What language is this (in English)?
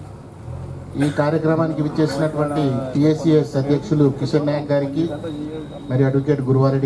Telugu